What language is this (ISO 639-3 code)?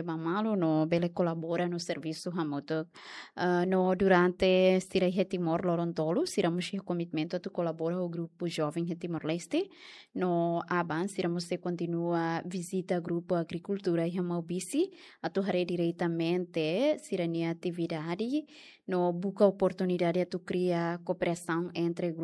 tet